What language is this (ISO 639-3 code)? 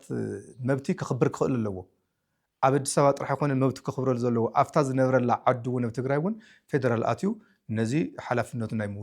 tir